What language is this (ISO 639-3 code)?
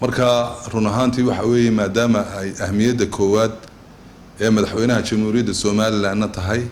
som